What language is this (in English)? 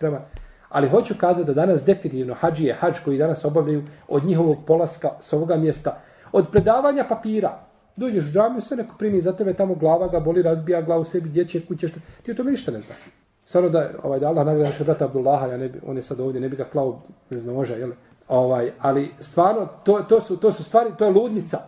Bosnian